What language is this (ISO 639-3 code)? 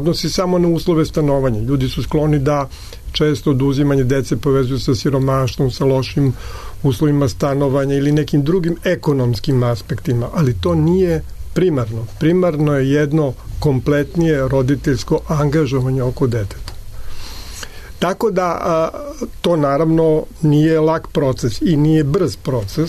srp